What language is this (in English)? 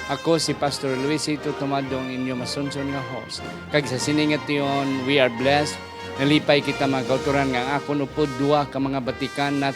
Hiligaynon